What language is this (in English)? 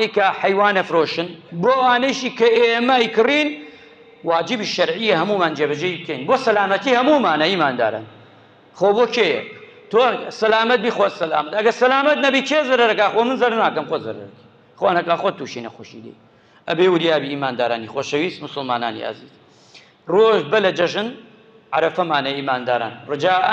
Central Kurdish